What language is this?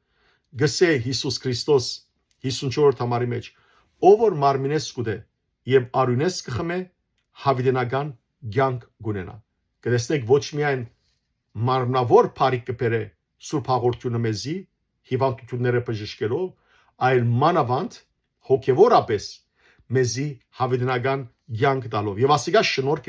Western Armenian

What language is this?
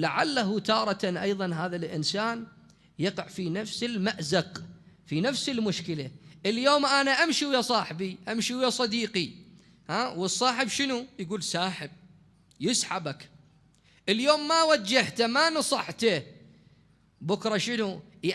Mesopotamian Arabic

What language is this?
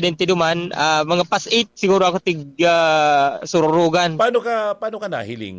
Bikol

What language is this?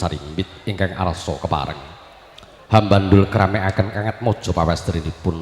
Javanese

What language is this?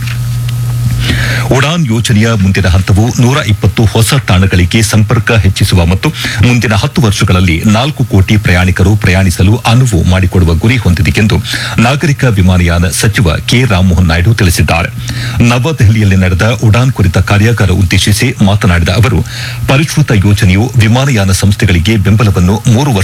Kannada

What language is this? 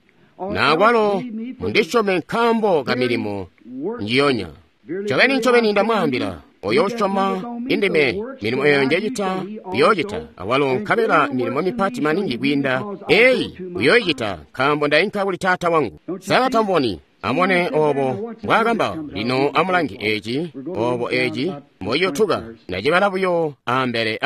Tonga (Zambia)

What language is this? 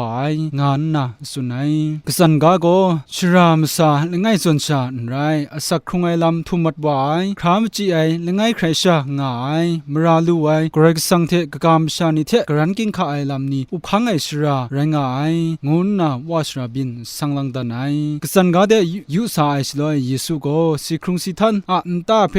Kachin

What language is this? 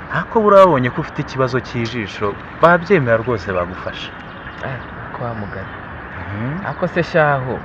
Kinyarwanda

